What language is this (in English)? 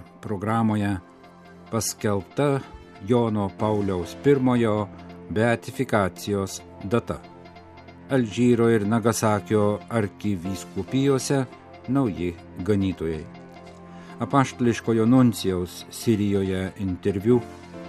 Lithuanian